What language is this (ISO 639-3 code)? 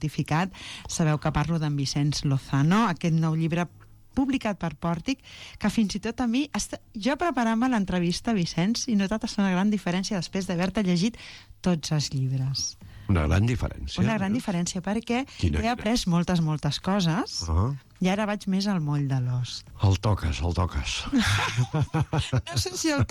cat